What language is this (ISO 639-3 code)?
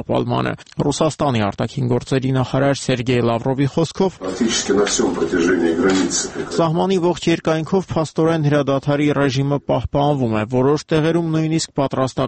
hye